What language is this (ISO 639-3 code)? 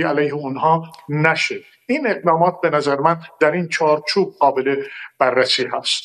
fas